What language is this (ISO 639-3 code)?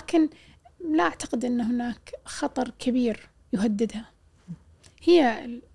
afb